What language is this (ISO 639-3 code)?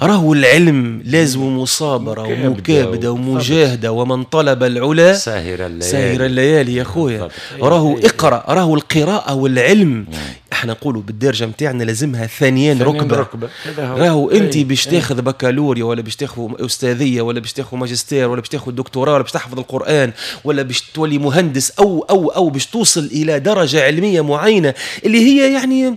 aeb